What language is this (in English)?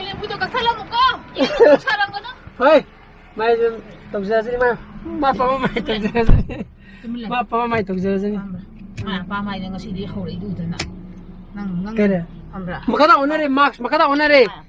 Manipuri